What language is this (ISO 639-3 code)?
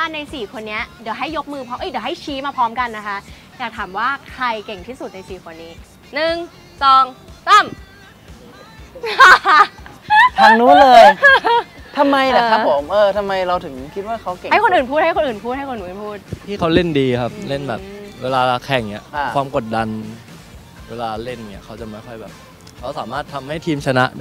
tha